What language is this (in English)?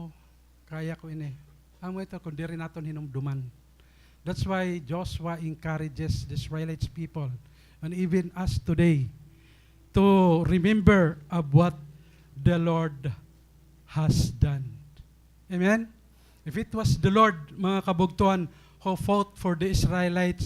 Waray